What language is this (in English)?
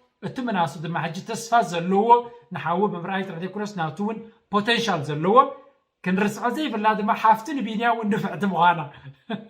Tigrinya